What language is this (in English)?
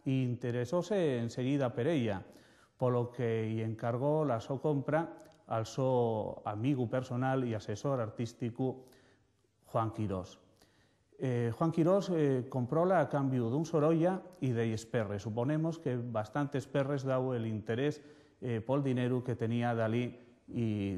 Asturian